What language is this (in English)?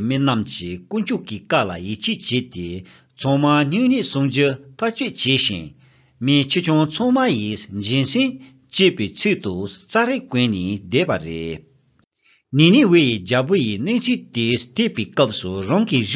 Tibetan